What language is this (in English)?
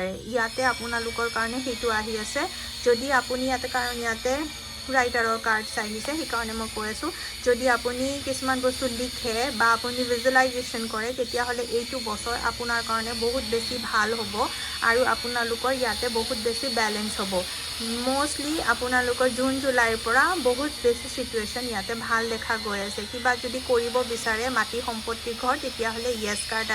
Assamese